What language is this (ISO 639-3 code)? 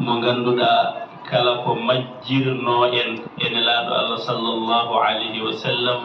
ful